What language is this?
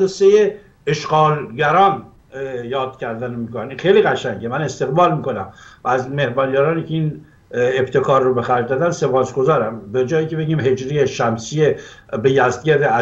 Persian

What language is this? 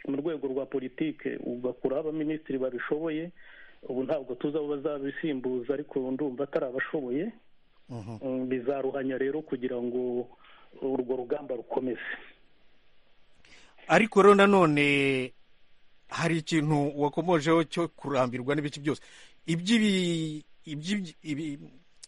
Kinyarwanda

